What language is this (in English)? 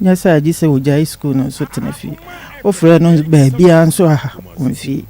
Akan